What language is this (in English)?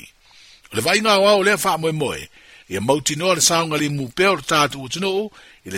Samoan